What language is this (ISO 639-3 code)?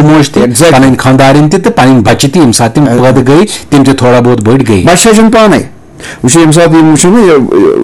kas